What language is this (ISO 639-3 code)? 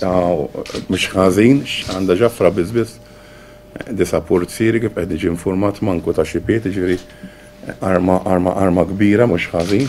mlt